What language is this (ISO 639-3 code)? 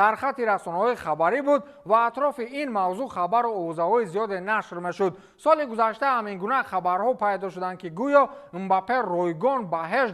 tgk